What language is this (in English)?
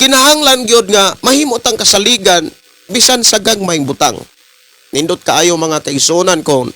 Cebuano